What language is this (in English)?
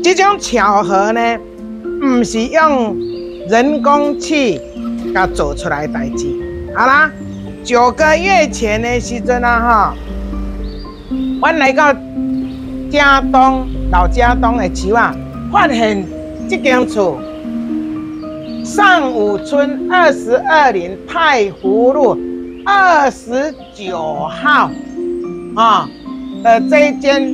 Min Nan Chinese